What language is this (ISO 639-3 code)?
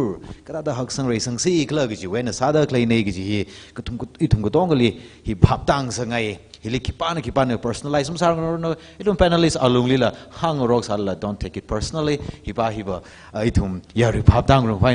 nmf